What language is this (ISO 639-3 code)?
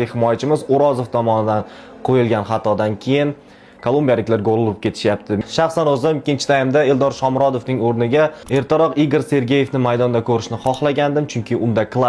uzb